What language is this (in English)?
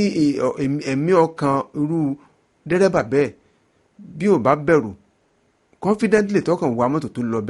Yoruba